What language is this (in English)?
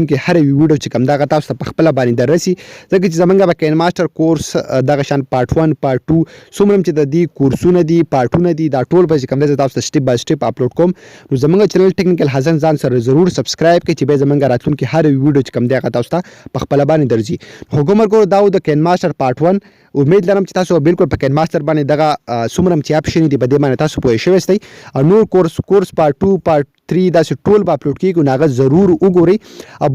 Pashto